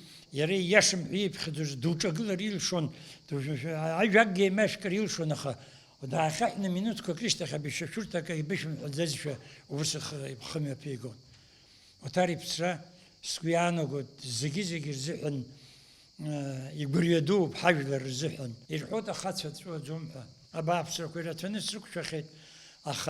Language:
Abkhazian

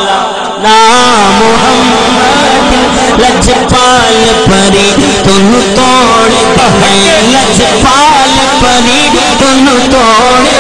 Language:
Saraiki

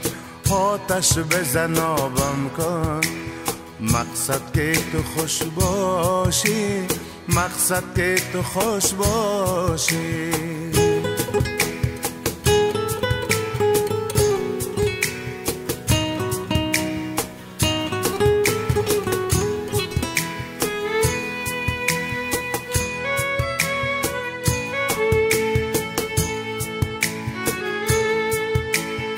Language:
Persian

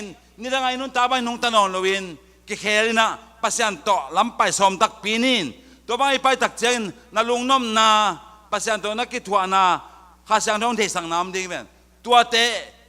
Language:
Tedim Chin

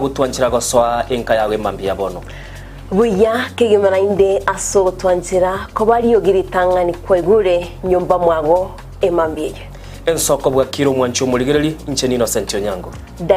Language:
Gusii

